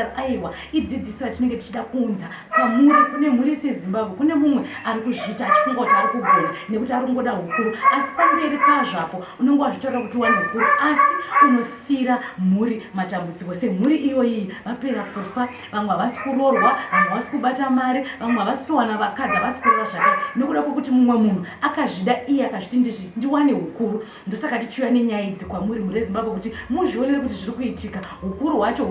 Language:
Shona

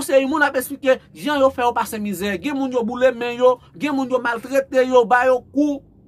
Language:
Haitian Creole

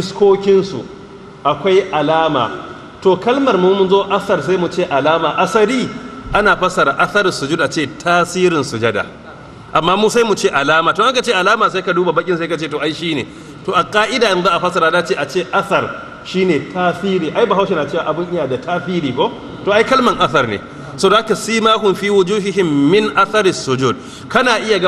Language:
Hausa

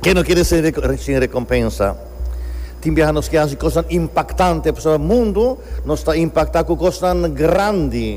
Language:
Papiamento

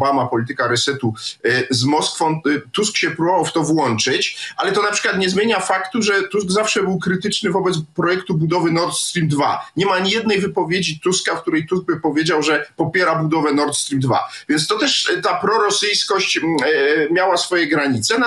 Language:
Polish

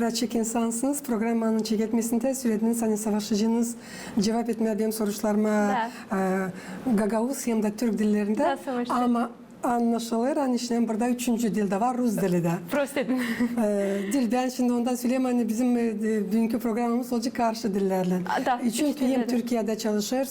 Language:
Gagauz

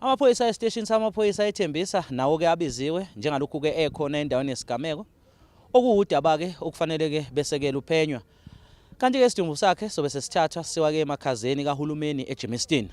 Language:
Zulu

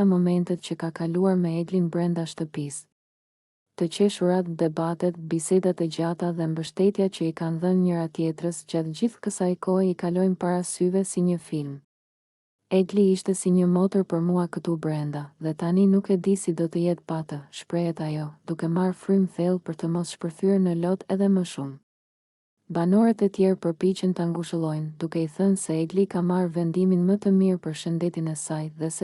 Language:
Albanian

